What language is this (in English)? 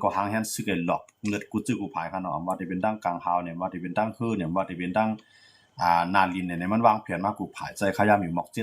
Shan